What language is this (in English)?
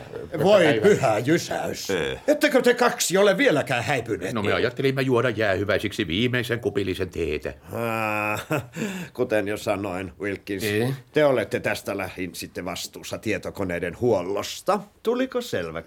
Finnish